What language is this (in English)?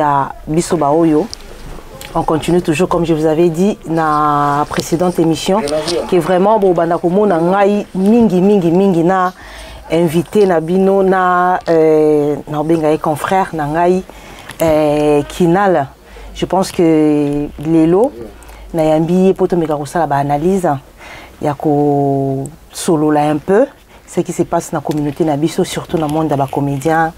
Lingala